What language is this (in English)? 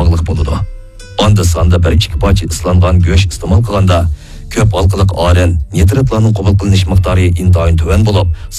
Uyghur